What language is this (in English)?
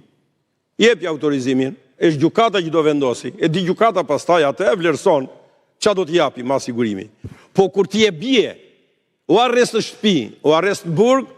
Albanian